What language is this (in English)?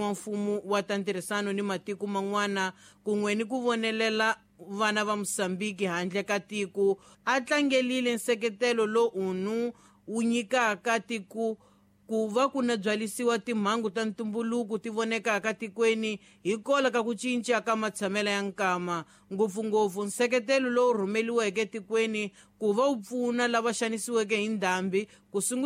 Tsonga